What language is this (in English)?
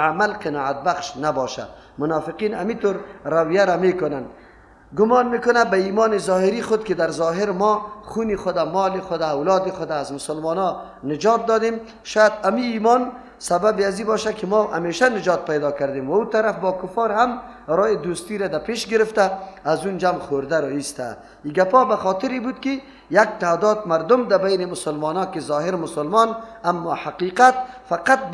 Persian